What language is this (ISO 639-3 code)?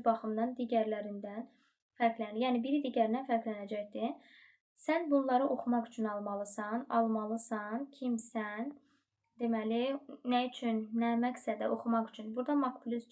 aze